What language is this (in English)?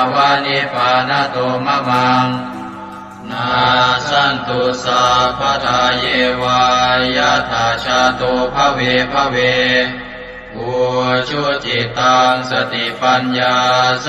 Pali